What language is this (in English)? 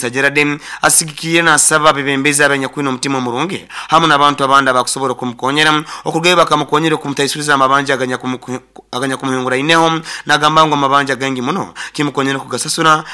Nyoro